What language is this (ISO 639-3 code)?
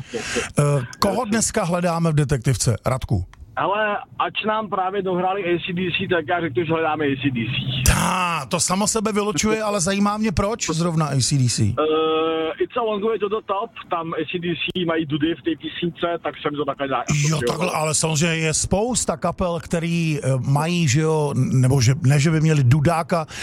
ces